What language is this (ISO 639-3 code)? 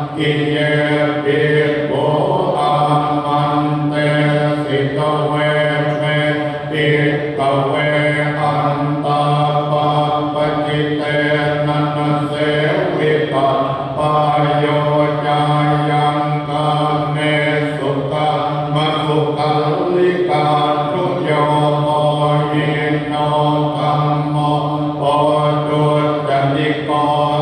pli